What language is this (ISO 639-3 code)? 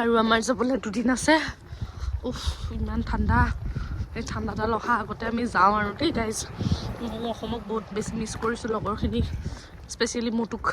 asm